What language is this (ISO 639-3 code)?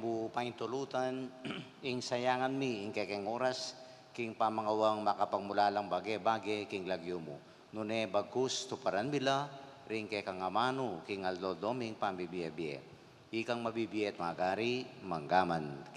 pam